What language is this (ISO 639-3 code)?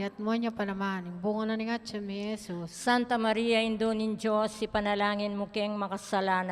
pam